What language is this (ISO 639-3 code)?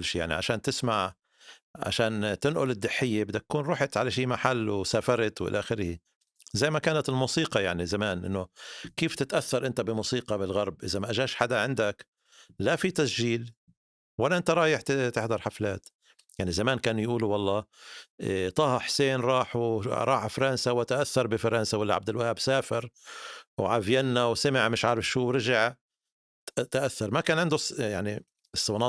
apc